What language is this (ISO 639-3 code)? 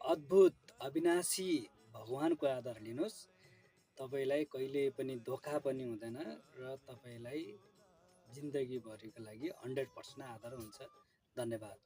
nep